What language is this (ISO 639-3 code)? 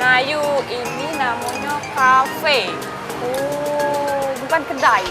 mui